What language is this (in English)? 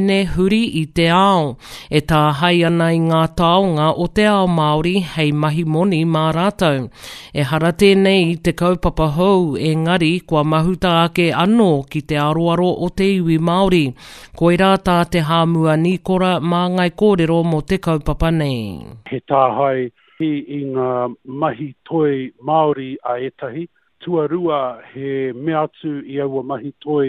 Māori